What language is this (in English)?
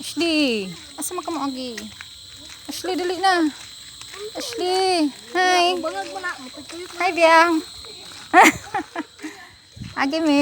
Cebuano